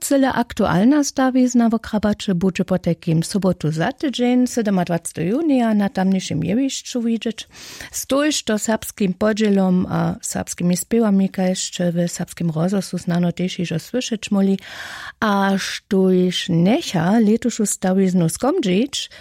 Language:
Upper Sorbian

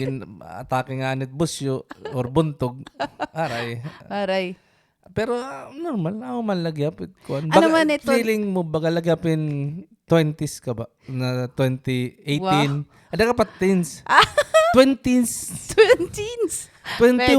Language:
Waray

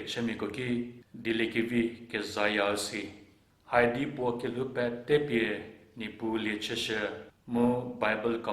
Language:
Angami Naga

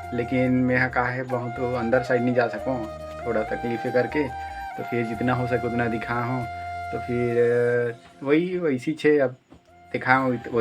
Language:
Chhattisgarhi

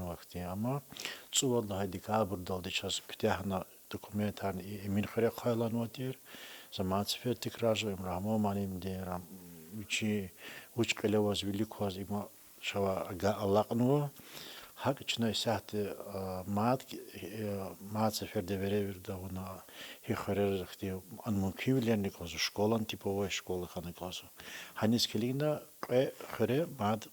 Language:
Lezghian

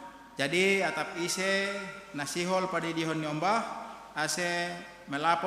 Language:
Batak Simalungun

